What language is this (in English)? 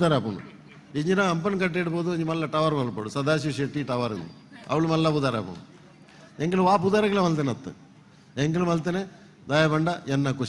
Tulu